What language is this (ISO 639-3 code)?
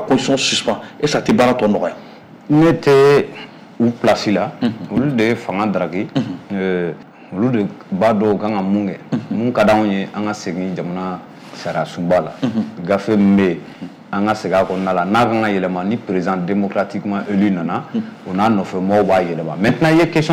bam